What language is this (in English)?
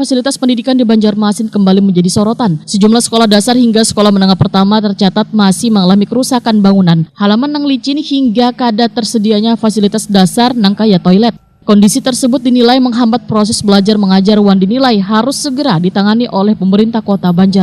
Banjar